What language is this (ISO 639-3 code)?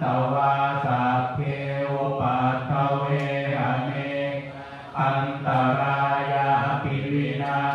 pli